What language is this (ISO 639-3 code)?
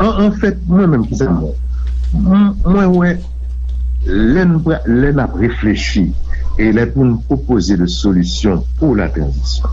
hat